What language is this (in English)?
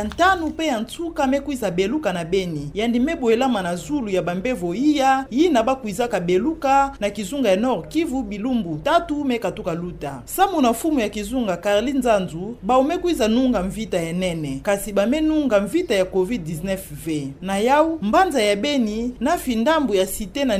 Kituba (Democratic Republic of Congo)